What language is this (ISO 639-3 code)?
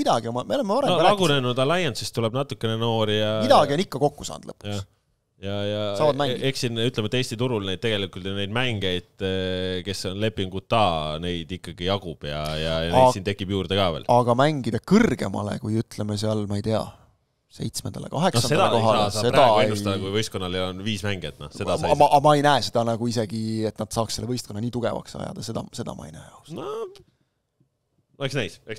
est